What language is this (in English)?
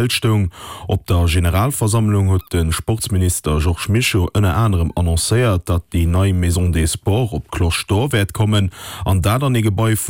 Luxembourgish